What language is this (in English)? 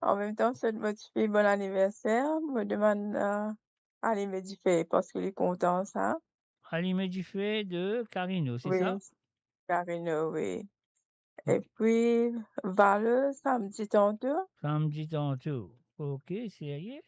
Morisyen